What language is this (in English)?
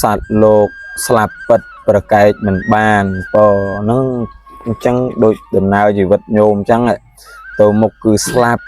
Khmer